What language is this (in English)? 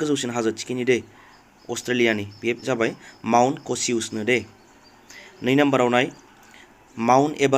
Bodo